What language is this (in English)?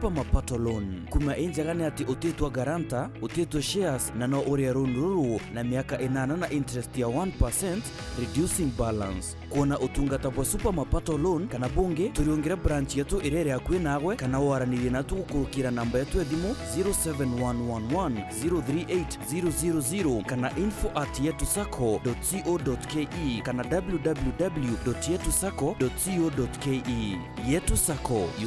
Meru